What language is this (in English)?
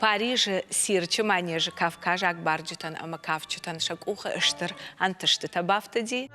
Ossetic